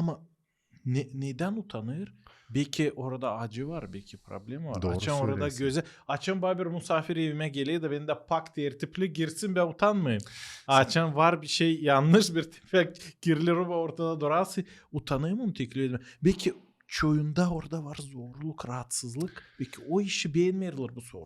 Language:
Gagauz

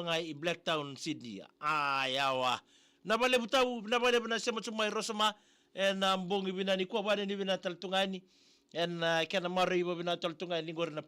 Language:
Fijian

